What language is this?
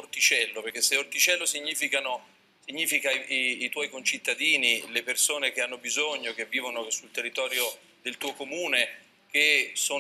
Italian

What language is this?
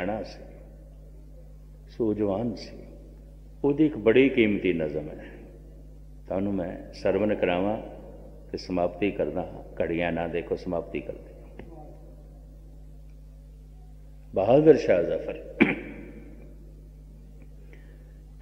Punjabi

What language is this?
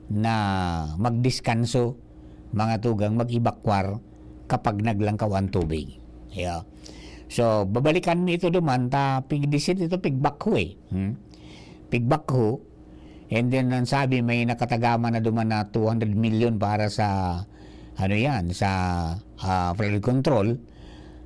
Bikol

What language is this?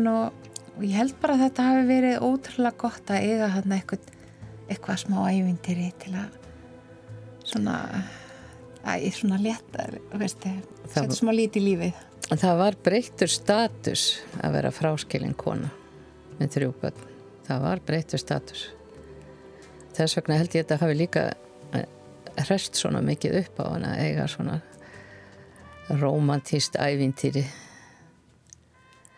Icelandic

